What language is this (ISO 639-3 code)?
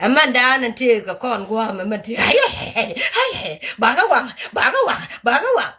nus